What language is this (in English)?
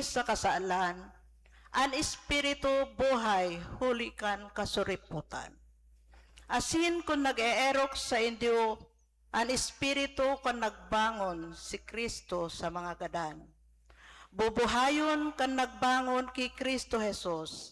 Bikol